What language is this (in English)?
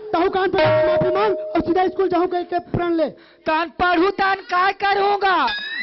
Chhattisgarhi